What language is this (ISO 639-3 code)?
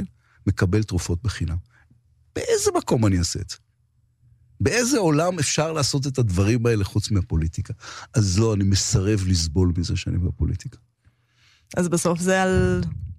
heb